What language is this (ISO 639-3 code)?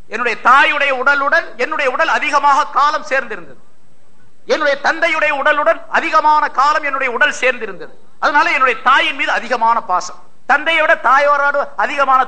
tam